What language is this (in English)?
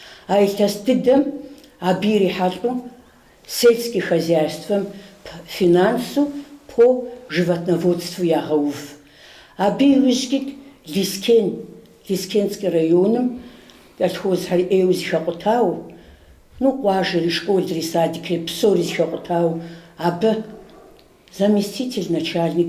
Kabardian